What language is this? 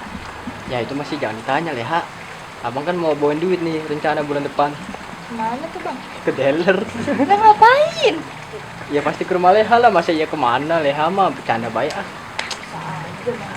Betawi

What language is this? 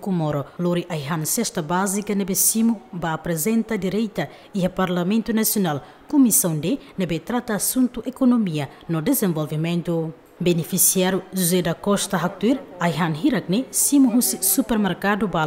Tetum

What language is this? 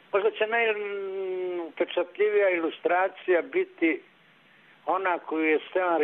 Serbian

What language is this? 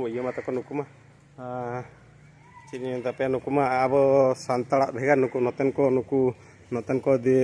Santali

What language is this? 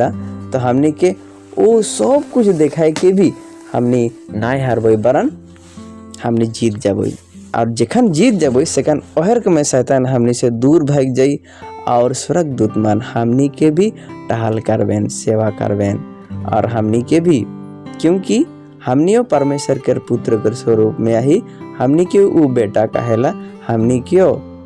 Sadri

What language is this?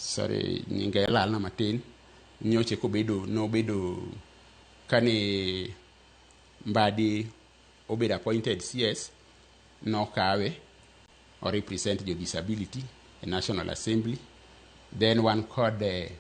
Luo (Kenya and Tanzania)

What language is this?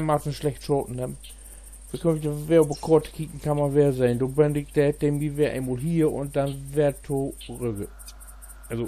Low German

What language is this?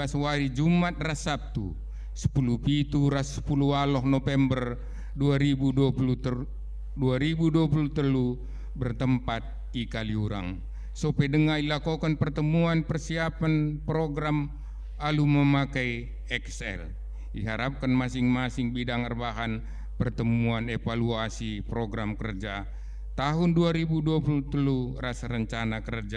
Batak Karo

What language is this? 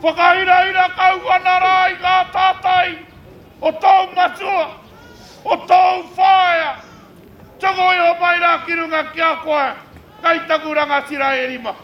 Māori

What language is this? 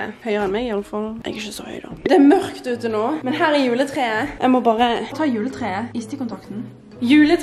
Norwegian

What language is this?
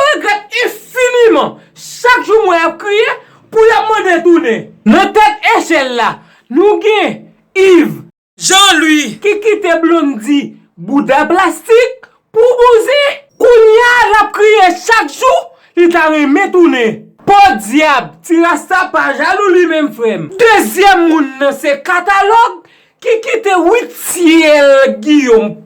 Haitian Creole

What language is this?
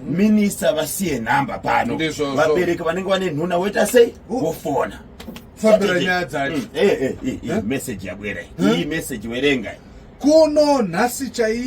Shona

